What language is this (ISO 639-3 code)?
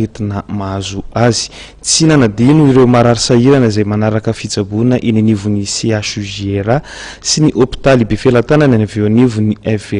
mlg